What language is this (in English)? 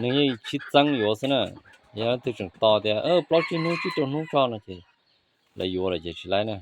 Hmong